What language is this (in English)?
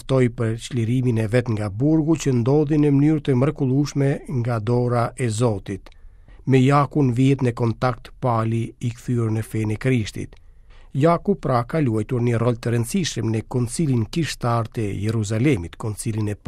Albanian